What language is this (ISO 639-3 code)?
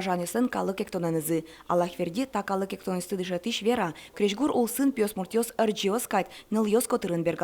udm